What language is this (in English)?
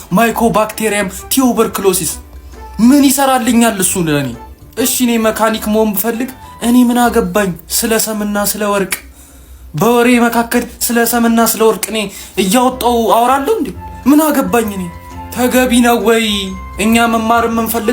Amharic